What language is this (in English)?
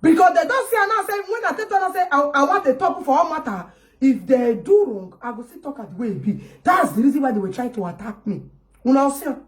Nigerian Pidgin